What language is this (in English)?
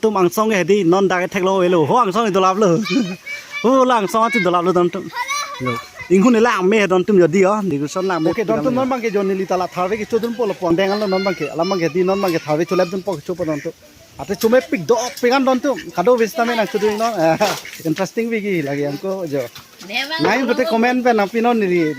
Karbi